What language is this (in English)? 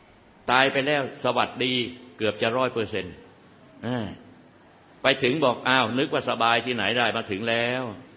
Thai